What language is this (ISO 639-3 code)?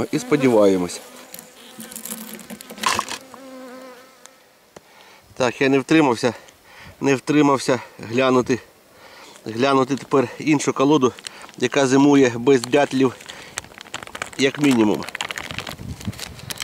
ukr